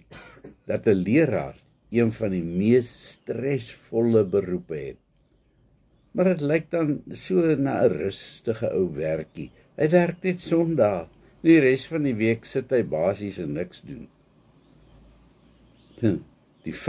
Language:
Afrikaans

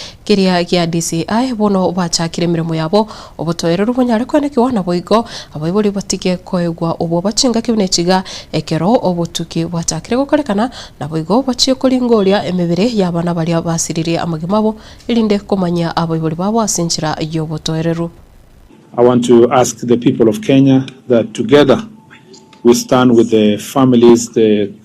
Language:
Gusii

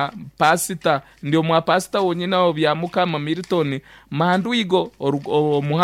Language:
Nyankole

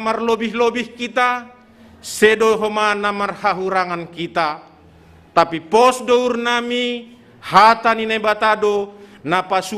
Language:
Batak Simalungun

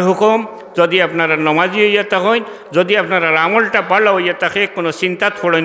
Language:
Sylheti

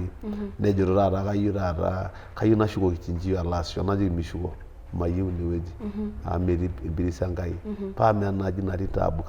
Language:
Masai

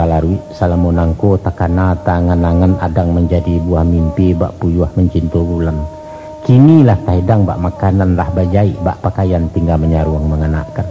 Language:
Minangkabau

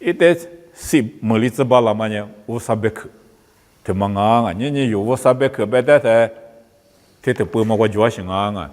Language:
Lisu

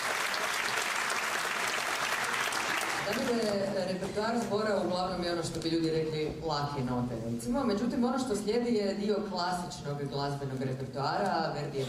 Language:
Croatian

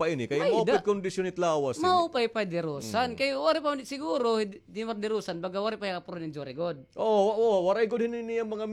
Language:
Waray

